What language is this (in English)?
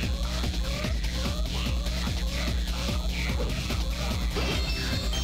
English